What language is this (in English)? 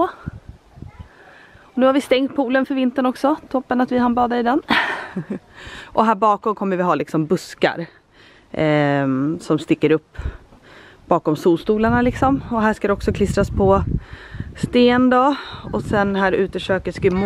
Swedish